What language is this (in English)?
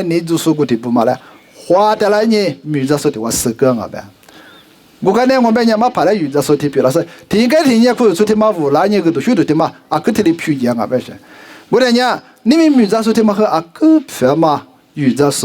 Lisu